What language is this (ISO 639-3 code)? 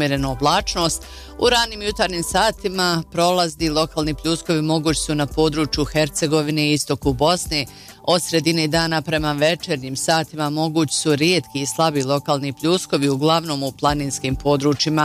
bos